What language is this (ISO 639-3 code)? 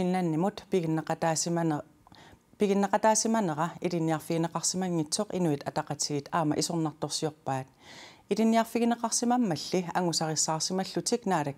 kal